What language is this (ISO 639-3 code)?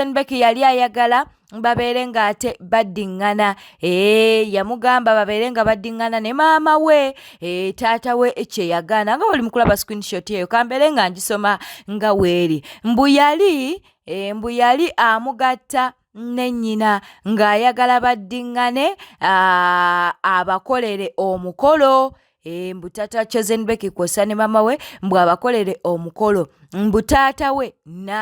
lug